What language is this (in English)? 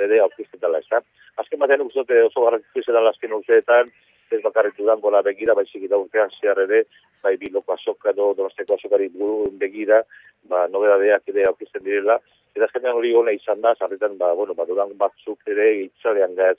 Basque